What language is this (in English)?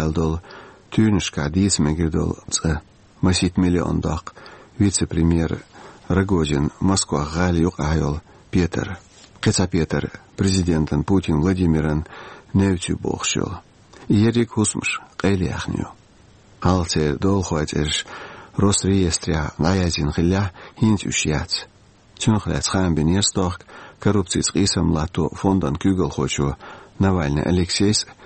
Chechen